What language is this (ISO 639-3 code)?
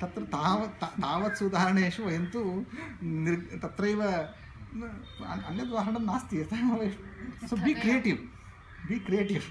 san